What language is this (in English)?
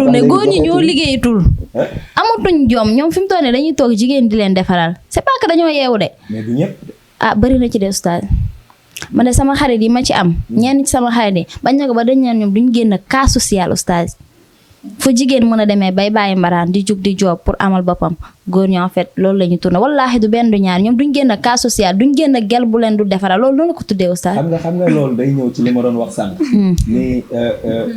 Wolof